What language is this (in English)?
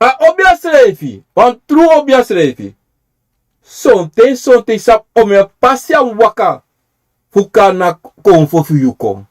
Sranan Tongo